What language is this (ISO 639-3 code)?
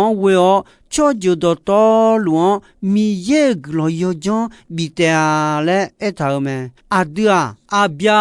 ahk